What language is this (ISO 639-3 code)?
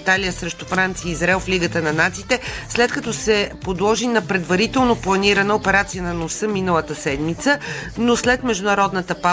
bul